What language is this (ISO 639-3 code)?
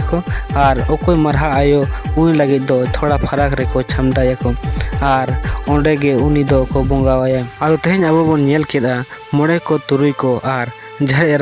sat